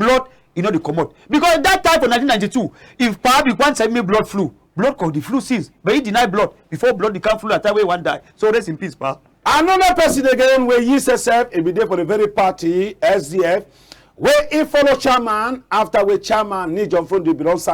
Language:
Cameroon Pidgin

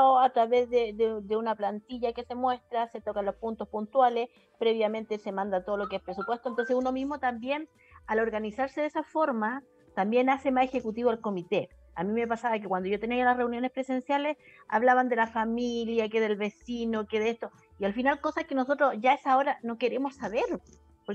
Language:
Spanish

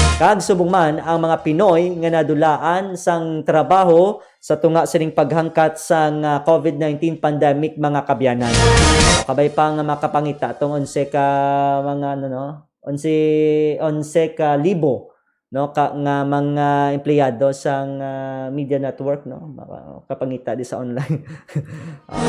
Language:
Hiligaynon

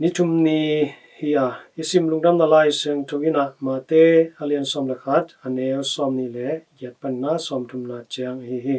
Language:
Tedim Chin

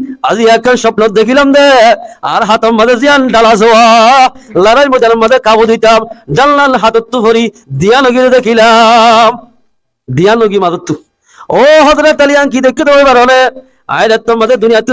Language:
Rohingya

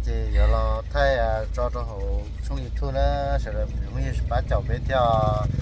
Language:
Hmong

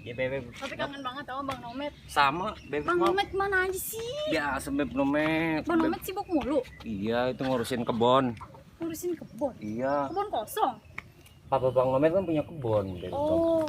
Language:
Betawi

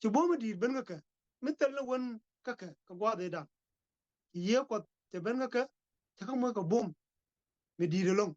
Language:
Nuer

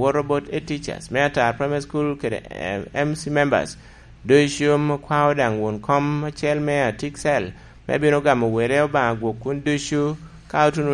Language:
Lango (Uganda)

